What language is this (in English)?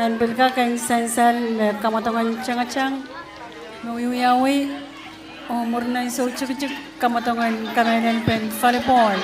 Pohnpeian